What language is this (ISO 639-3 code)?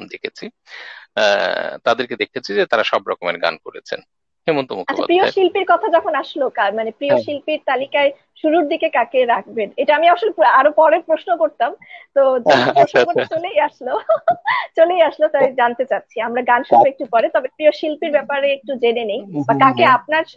ben